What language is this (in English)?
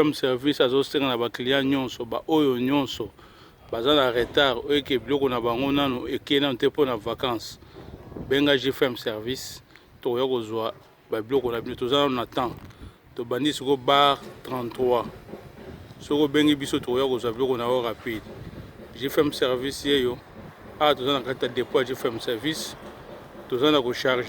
Lingala